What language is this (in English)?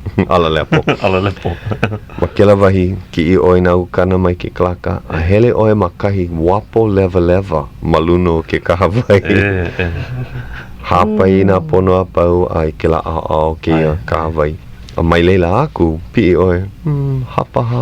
Hawaiian